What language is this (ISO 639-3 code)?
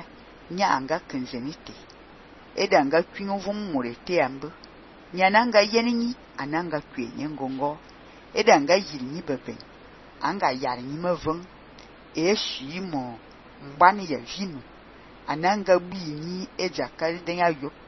fan